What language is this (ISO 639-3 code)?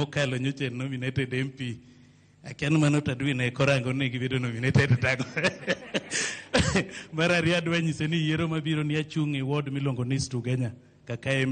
luo